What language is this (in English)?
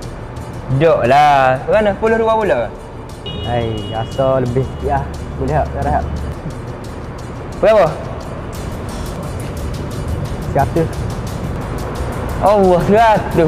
Malay